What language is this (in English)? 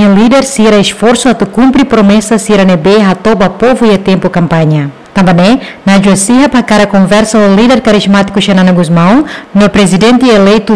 Tetum